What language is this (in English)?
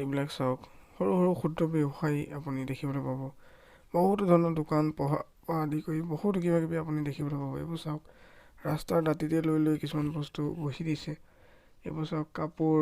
Assamese